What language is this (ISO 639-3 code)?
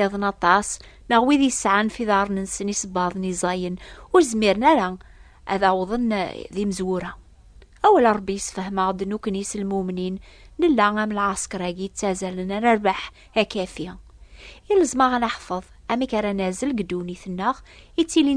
kab